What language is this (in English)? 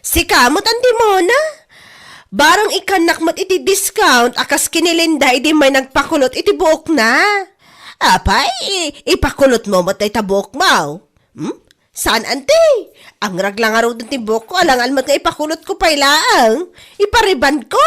Iloko